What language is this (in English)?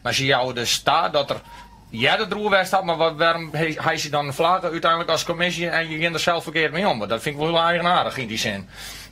Western Frisian